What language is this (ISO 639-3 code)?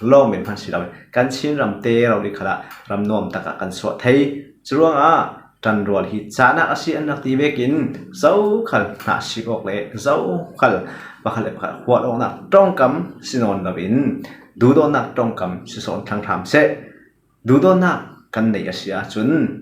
cfm